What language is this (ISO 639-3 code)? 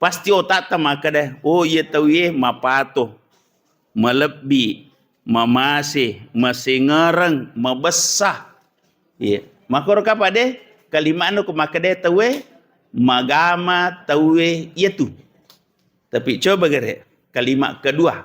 bug